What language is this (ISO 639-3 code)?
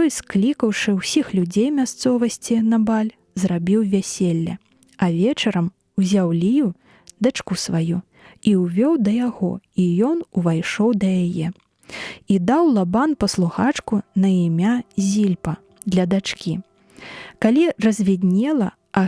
bel